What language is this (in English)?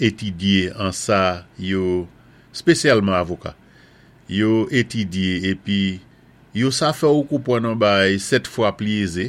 Saint Lucian Creole French